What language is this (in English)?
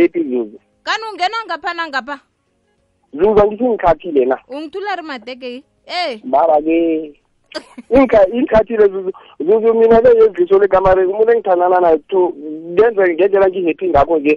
South Ndebele